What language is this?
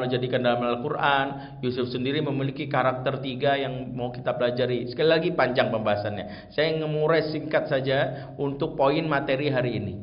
Indonesian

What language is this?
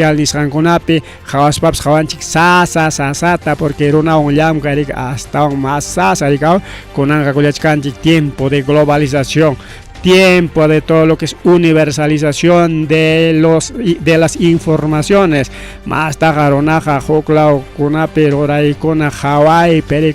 Ayacucho Quechua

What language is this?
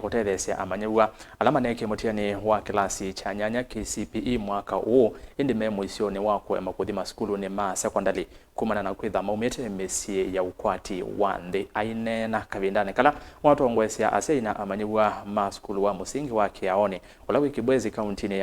Kamba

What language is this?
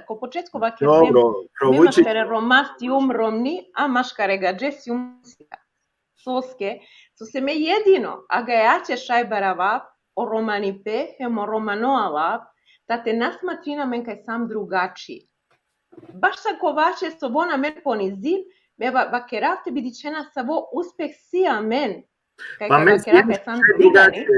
Balkan Romani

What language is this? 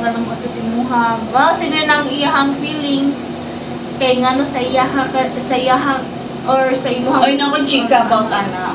Cebuano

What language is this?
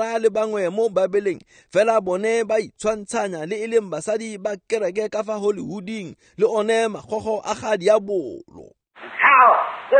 Tswana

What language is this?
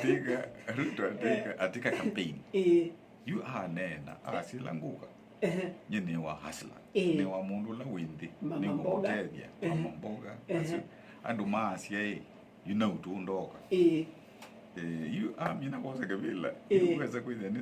Kamba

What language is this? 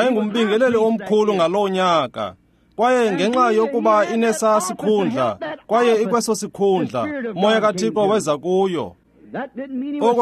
Xhosa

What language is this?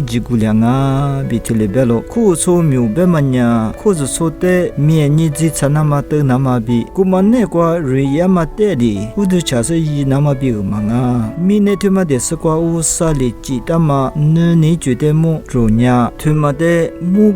Lisu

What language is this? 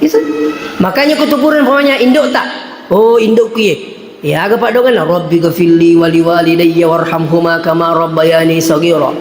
Buginese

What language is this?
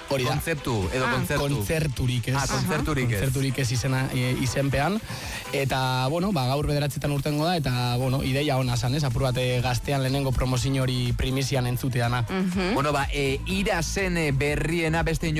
Basque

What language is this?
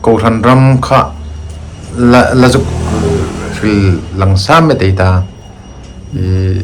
Hmar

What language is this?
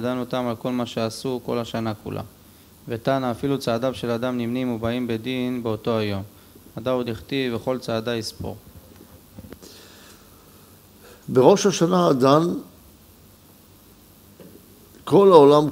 Hebrew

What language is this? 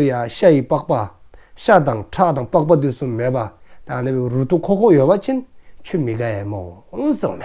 Dzongkha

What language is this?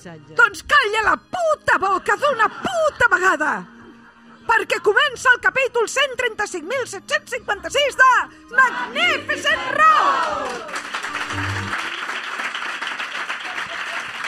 Catalan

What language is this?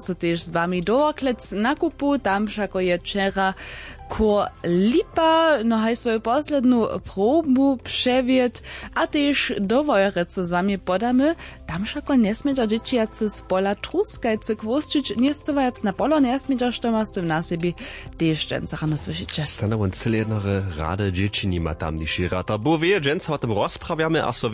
Upper Sorbian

